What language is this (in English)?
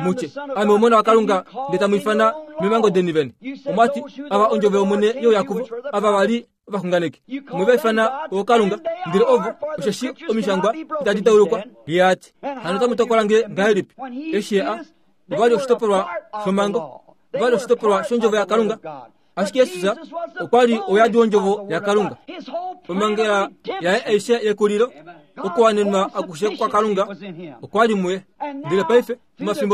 Kuanyama